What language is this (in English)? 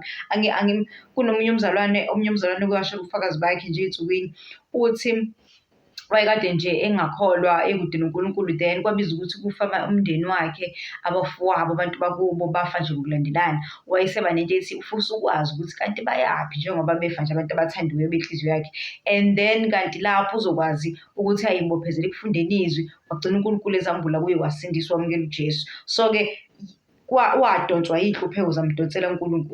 Zulu